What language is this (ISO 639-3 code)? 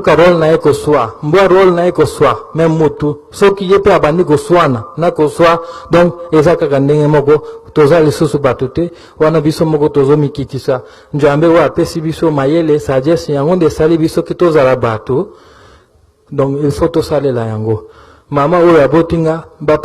lin